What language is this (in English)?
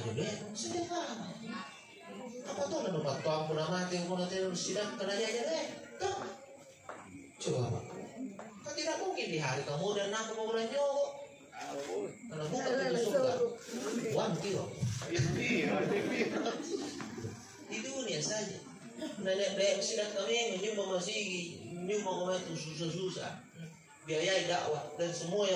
Indonesian